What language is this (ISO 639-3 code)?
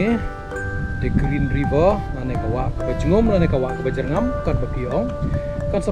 kha